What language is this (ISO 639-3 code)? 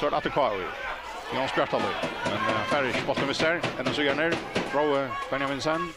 fao